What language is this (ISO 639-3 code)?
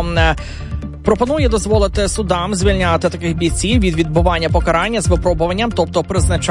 ukr